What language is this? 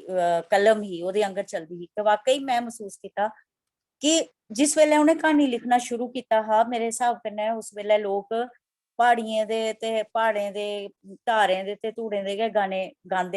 Dogri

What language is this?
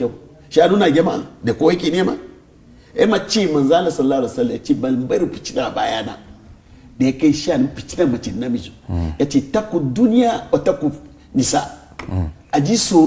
Hausa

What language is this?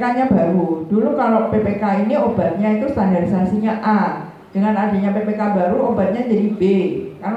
Indonesian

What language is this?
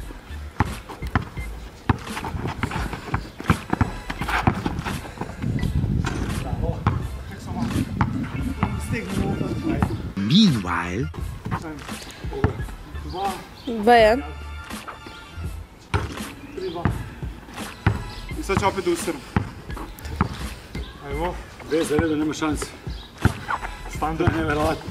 Serbian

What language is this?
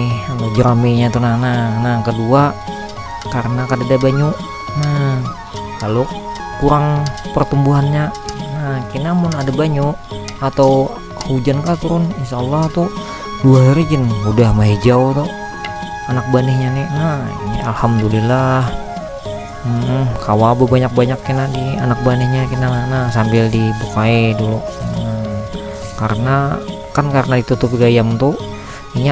Banjar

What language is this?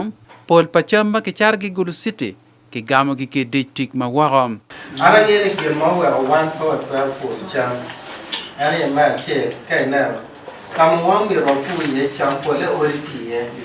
Acoli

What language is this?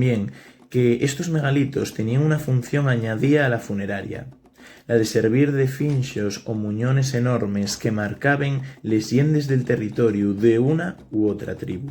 Asturian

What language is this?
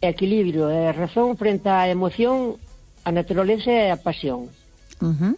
Galician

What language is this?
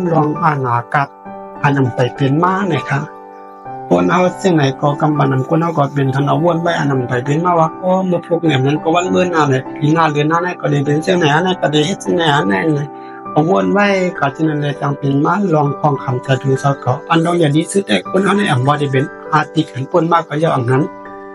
Shan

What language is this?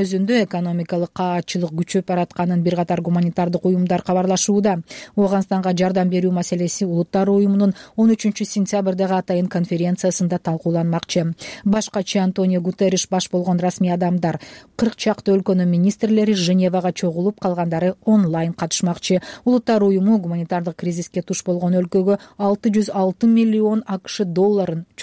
Kyrgyz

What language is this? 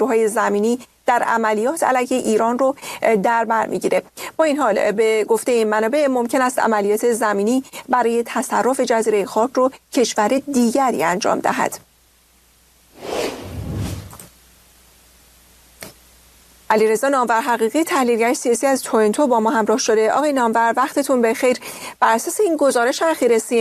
Persian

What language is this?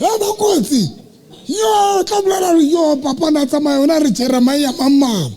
Southern Sotho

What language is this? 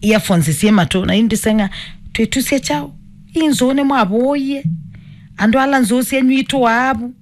Kamba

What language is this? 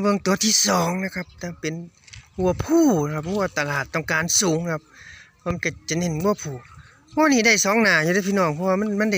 Northeastern Thai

